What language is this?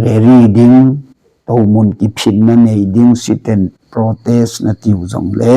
Thado Chin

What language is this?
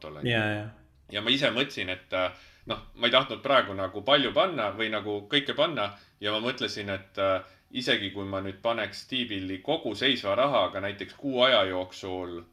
Estonian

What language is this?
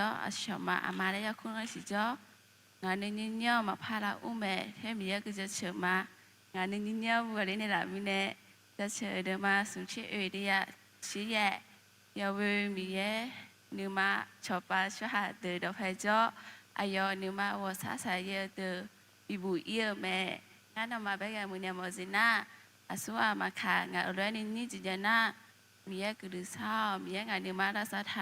Akha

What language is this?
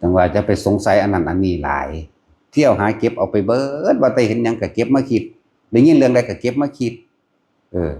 Northeastern Thai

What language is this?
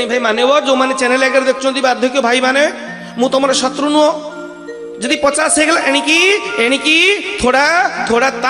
Odia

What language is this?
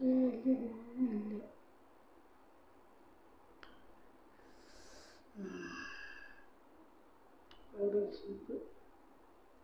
Malayalam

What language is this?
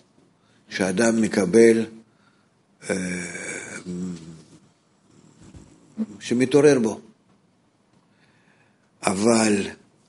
Hebrew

